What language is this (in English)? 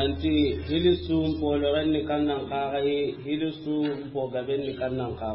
Soninke